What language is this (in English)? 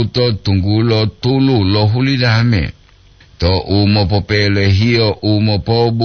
Gorontalo